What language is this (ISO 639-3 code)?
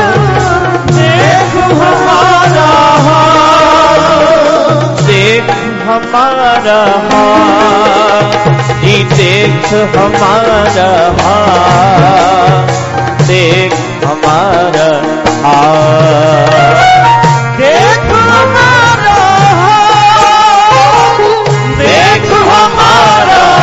pan